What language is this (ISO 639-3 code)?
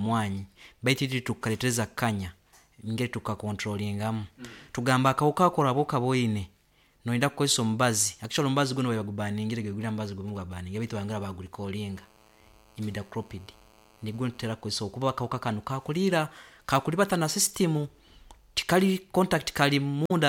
nyo